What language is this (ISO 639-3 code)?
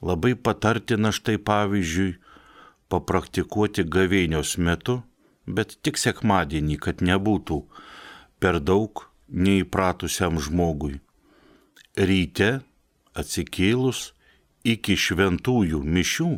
lit